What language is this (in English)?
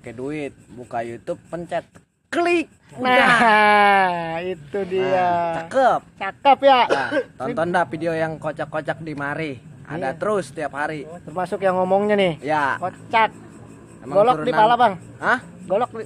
Betawi